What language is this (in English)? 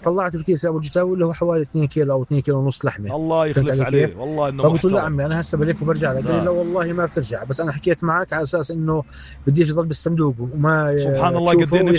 North Levantine Arabic